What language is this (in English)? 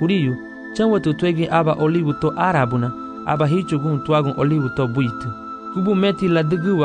Garifuna